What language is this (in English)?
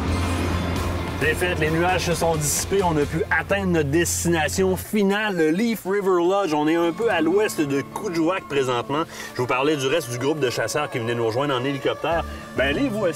French